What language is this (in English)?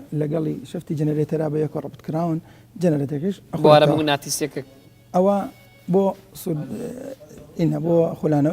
Central Kurdish